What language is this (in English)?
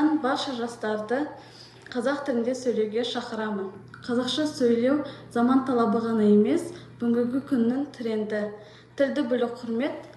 Kazakh